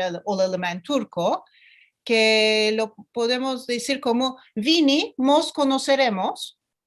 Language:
Ladino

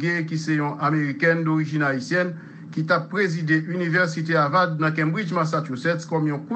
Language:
Haitian Creole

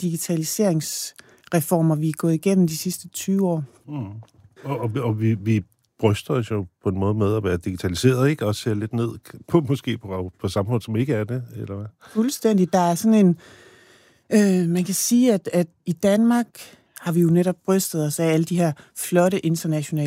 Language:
Danish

